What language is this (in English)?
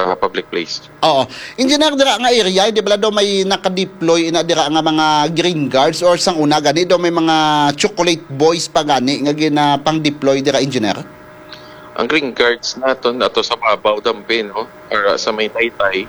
Hiligaynon